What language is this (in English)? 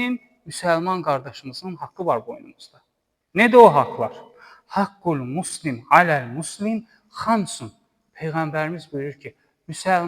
Azerbaijani